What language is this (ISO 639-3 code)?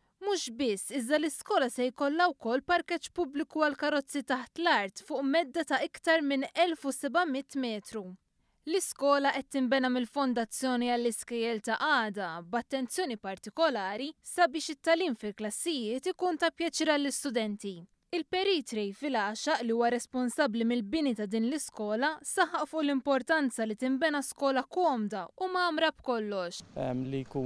mlt